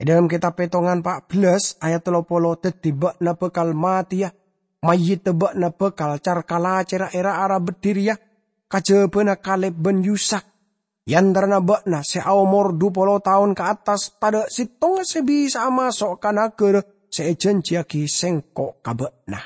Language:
Madurese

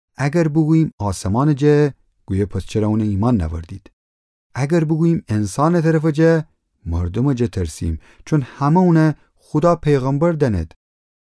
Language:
Gilaki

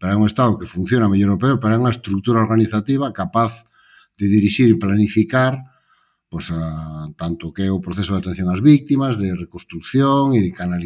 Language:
Galician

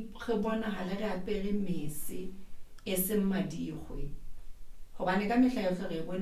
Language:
Southern Sotho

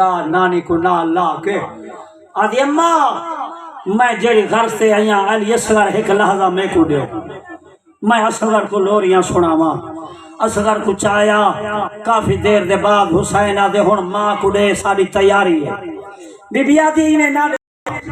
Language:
Saraiki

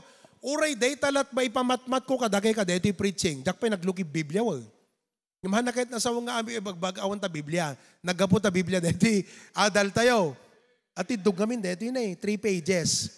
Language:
Iloko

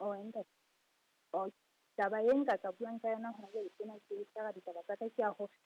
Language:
Southern Sotho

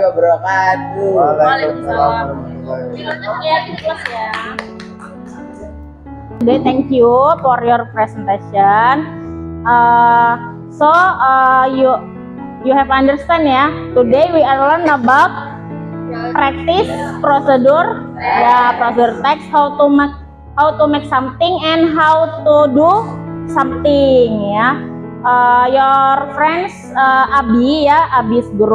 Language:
Indonesian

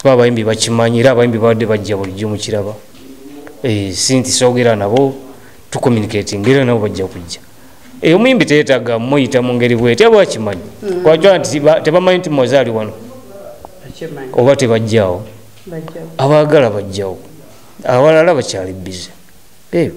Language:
Ganda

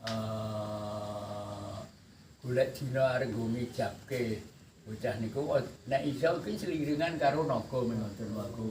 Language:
Javanese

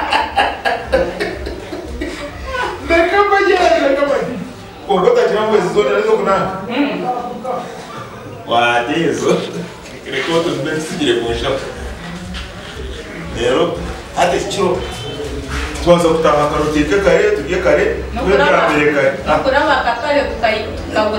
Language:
Kinyarwanda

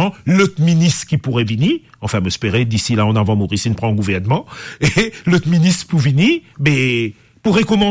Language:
Morisyen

